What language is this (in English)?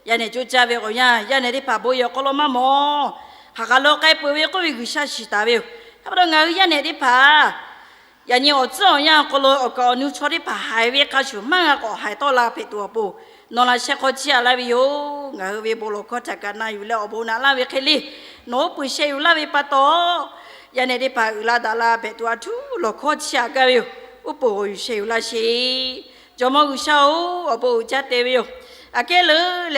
Lahu